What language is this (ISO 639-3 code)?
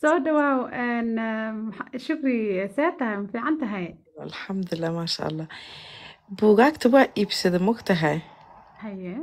som